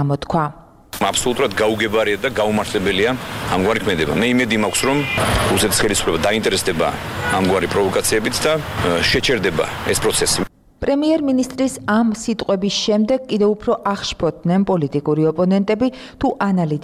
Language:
Georgian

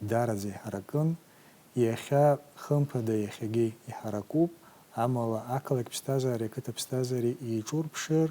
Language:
Abkhazian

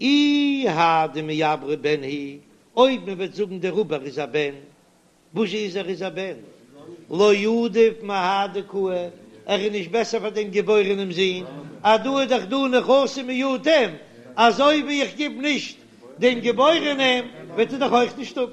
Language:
Yiddish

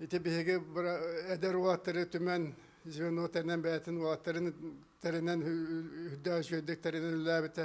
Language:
Yakut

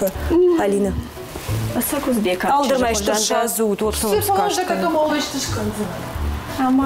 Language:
Ossetic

